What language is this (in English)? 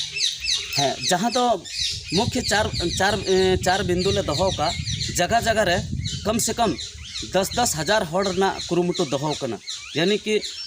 Santali